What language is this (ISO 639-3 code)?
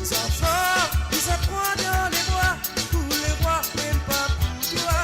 mfe